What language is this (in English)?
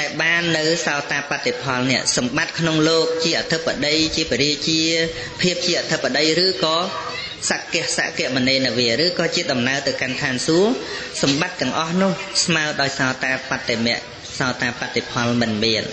Khmer